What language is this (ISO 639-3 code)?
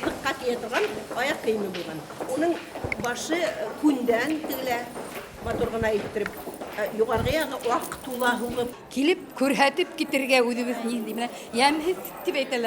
bak